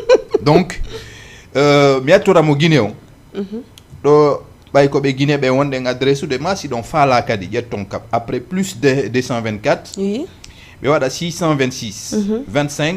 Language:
Fula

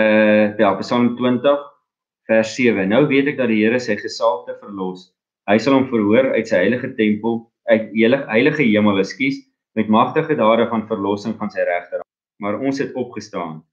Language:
Afrikaans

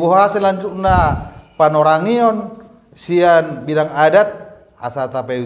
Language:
Batak Toba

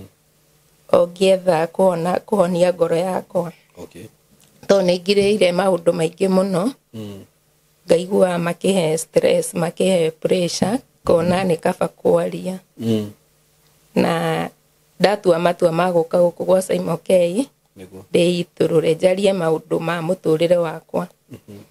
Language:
Kikuyu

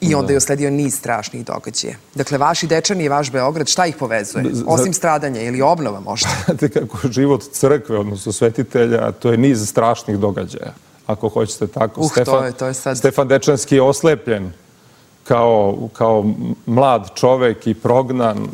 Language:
Serbian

